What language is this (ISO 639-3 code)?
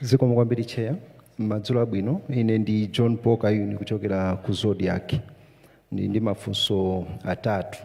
nya